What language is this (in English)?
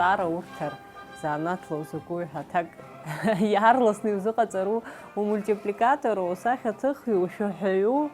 Abkhazian